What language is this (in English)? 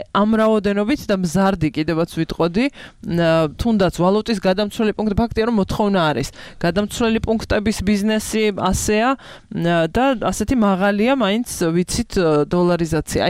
Georgian